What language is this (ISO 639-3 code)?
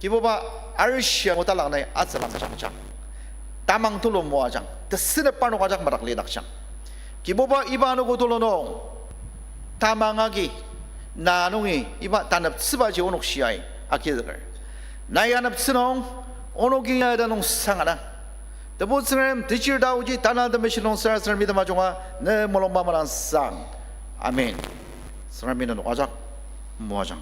njo